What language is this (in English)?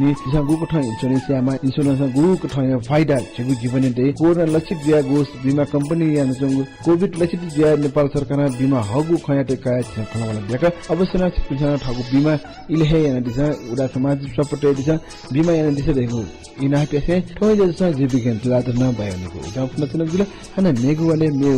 Newari